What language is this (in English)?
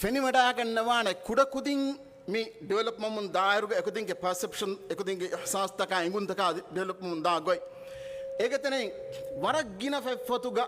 Divehi